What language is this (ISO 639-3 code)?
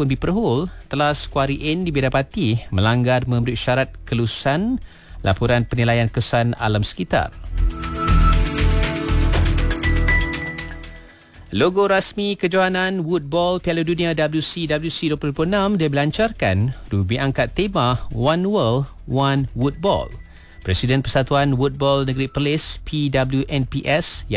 msa